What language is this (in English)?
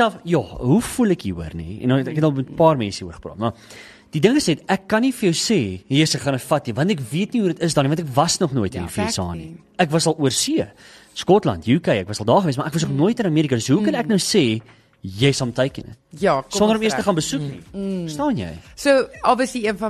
Afrikaans